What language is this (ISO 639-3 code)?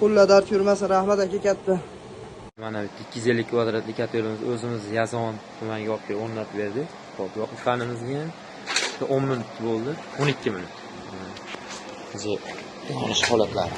uzb